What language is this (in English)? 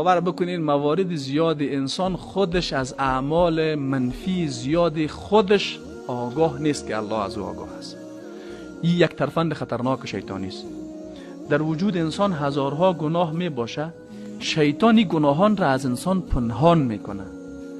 Persian